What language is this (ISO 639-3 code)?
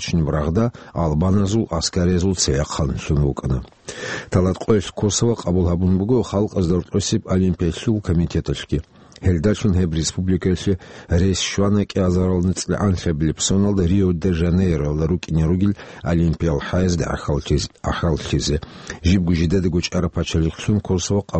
ava